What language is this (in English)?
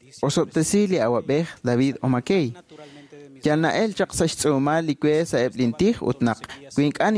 Kekchí